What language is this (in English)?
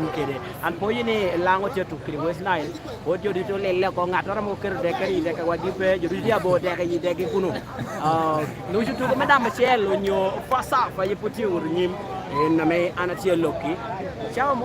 Lango (Uganda)